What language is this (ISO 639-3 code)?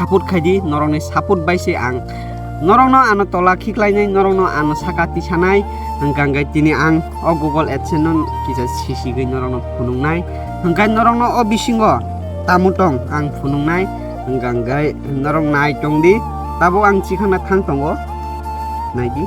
trp